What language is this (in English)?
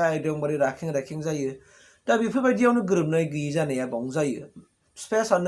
Bodo